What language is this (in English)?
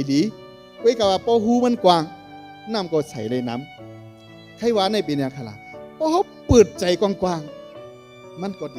Shan